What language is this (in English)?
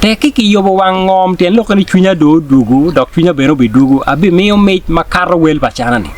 Acoli